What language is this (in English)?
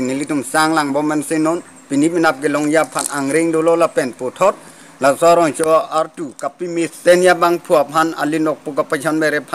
Karbi